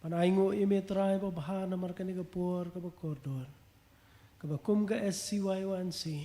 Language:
Khasi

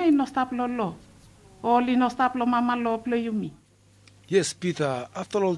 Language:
Bislama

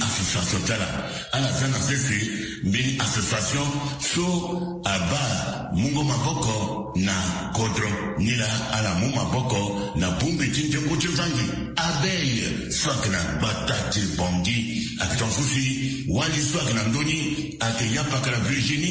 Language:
Sango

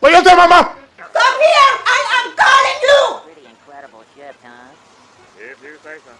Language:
Jamaican Creole English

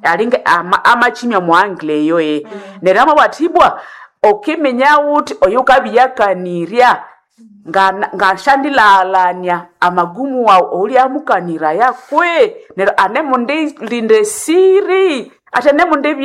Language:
Nande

